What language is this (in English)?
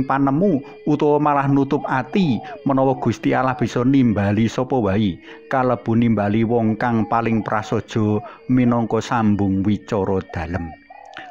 Javanese